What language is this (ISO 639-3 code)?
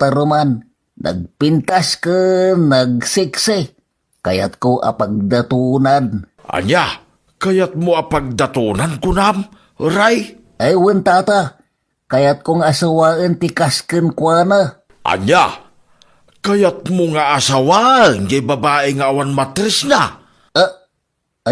ilo